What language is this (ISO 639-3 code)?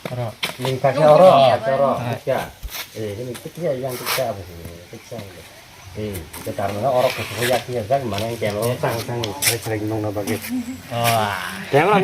trp